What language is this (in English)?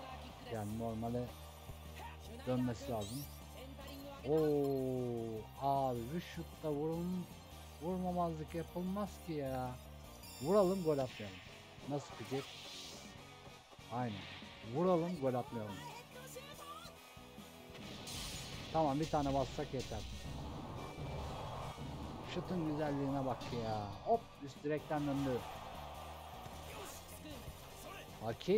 Turkish